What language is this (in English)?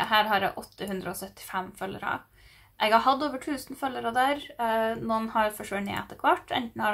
Norwegian